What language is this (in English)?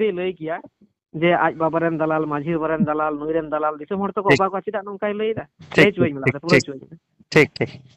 Santali